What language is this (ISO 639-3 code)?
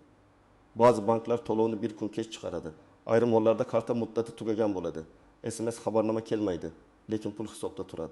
uzb